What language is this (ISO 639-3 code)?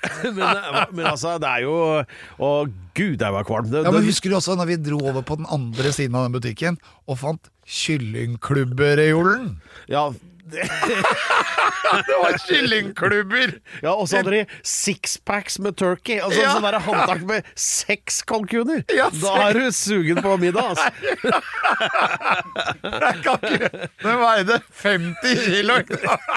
nor